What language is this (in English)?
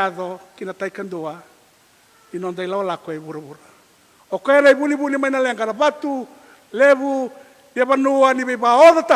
Fijian